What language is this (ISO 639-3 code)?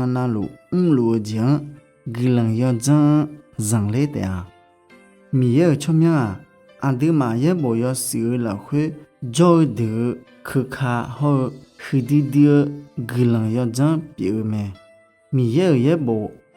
ahk